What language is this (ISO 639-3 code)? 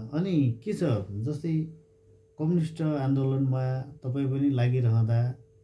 nep